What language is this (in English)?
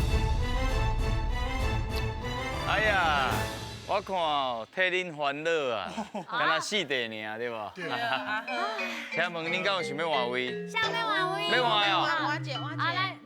Min Nan Chinese